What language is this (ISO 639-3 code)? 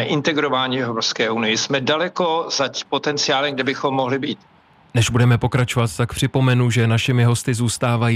ces